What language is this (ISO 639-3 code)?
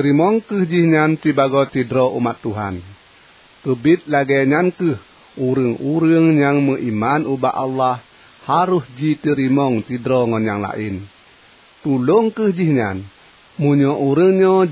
ace